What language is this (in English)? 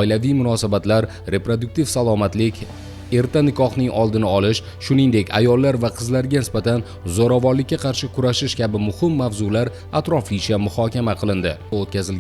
Uzbek